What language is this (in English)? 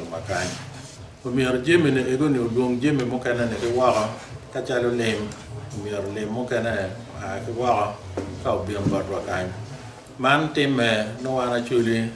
Acoli